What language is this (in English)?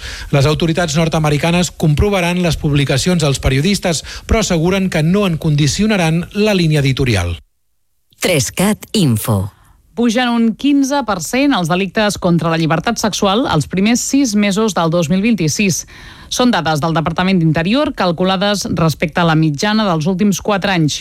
Catalan